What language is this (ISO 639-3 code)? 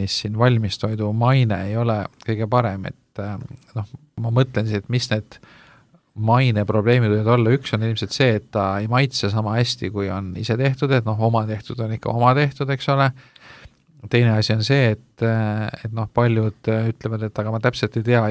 est